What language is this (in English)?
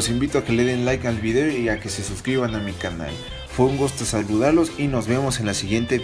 Spanish